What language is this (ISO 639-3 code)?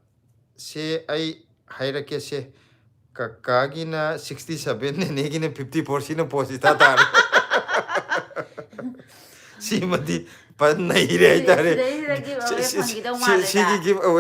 mni